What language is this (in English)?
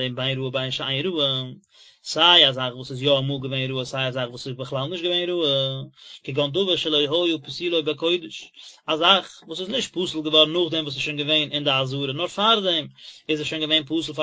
Yiddish